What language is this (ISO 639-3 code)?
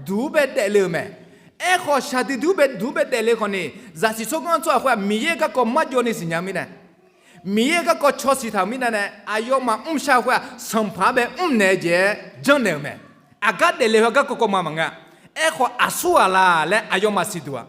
ahk